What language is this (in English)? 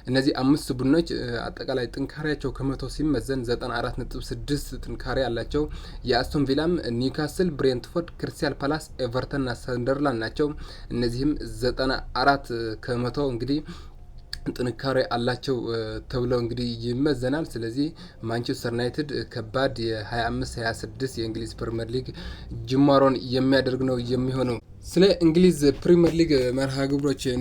Amharic